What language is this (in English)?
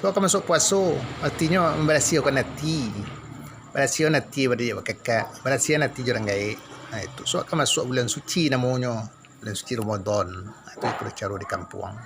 Minangkabau